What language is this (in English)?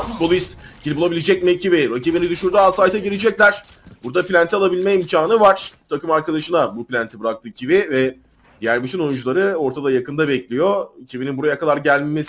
Turkish